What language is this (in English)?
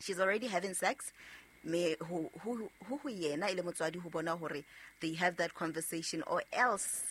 Southern Sotho